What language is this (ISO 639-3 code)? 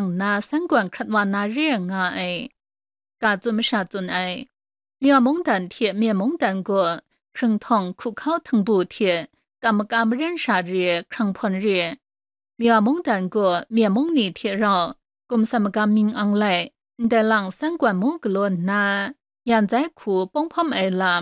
kac